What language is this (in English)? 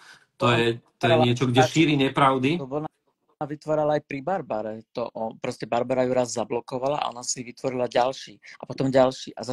Slovak